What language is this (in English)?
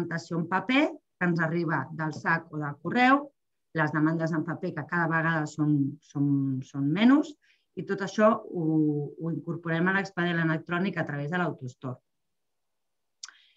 Catalan